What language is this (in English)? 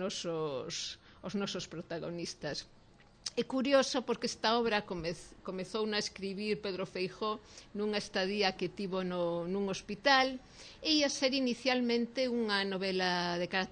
Galician